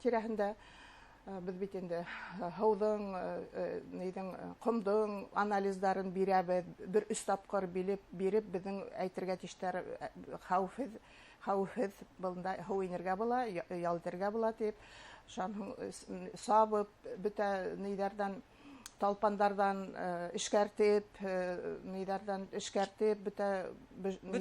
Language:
Bashkir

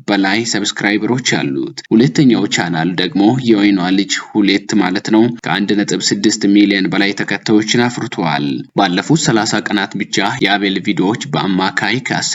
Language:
Amharic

